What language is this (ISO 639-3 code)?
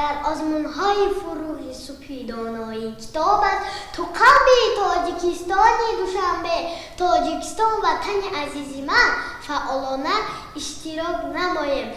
tgk